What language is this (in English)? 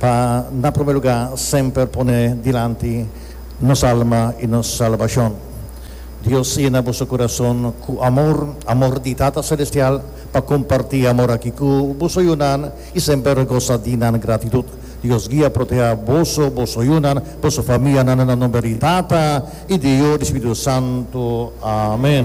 Papiamento